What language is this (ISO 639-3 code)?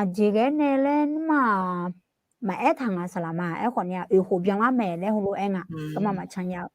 ahk